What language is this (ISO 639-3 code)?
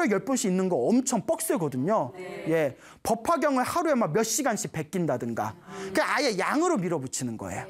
kor